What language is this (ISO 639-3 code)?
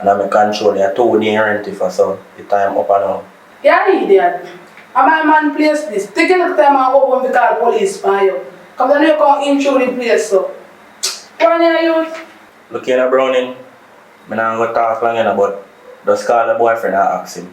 jam